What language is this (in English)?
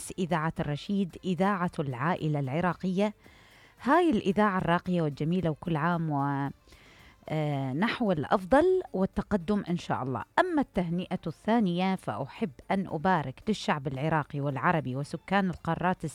Mesopotamian Arabic